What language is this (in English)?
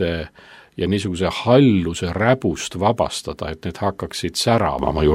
Estonian